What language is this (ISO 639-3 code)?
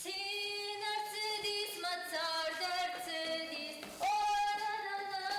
oss